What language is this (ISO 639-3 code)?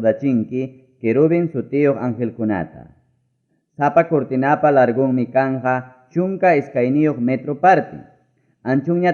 quy